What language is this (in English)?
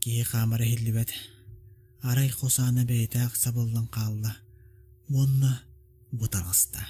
Yakut